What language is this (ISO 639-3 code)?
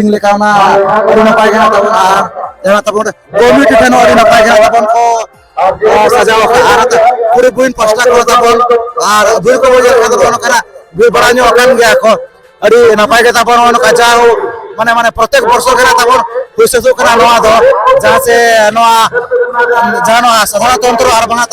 sat